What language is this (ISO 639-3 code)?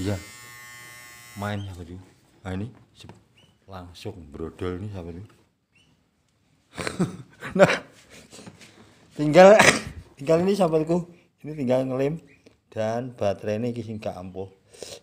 ind